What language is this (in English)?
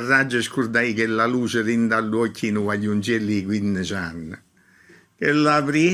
Neapolitan